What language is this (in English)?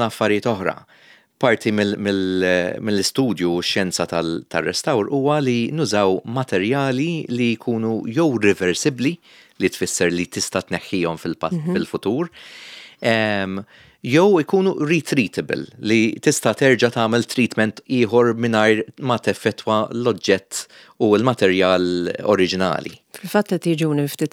Maltese